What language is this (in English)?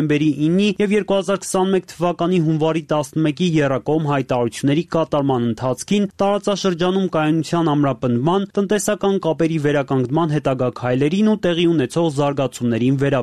Armenian